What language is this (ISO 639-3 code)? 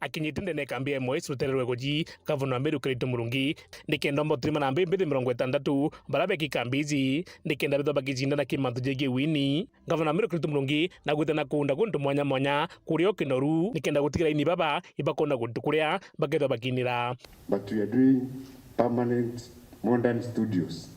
mer